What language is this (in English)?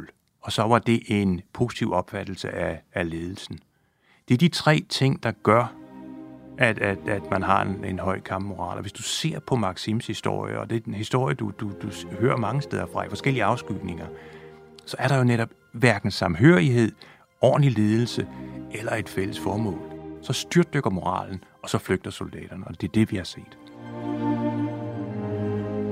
Danish